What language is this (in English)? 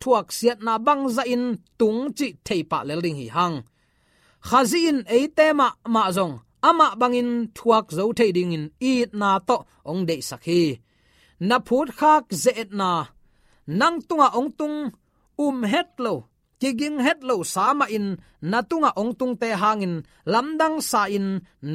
Tedim Chin